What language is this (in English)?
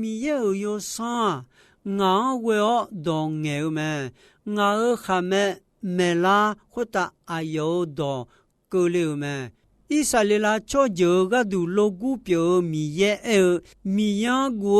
Akha